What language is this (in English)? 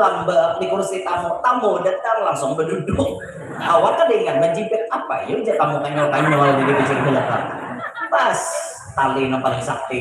Banjar